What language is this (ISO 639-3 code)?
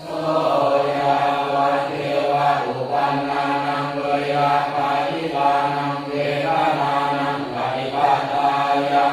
pli